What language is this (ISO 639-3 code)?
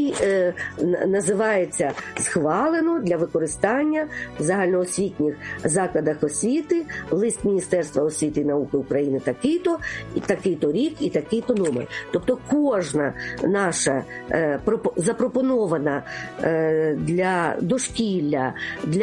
ukr